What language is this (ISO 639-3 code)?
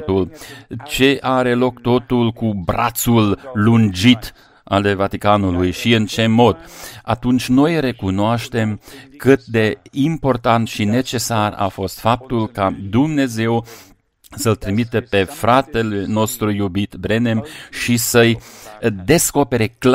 ron